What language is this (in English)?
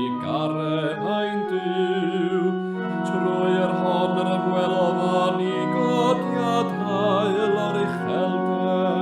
Welsh